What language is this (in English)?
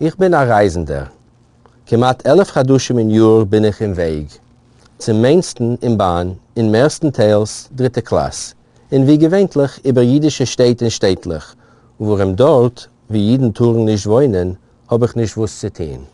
Yiddish